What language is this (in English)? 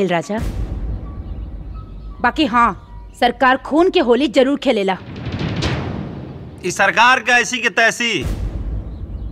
Bhojpuri